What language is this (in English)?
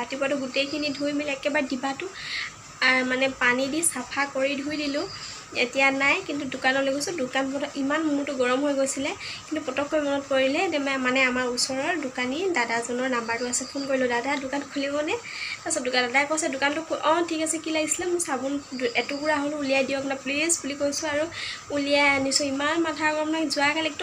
Assamese